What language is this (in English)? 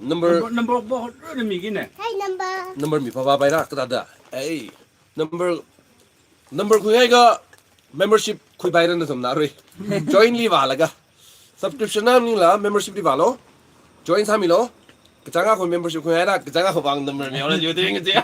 Tangkhul Naga (India)